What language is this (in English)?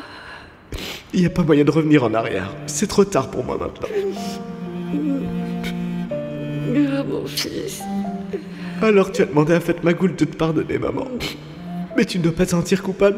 French